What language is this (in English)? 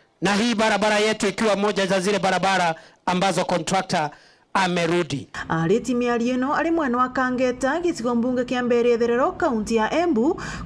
Meru